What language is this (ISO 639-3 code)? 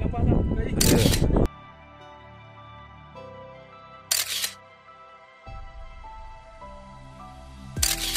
msa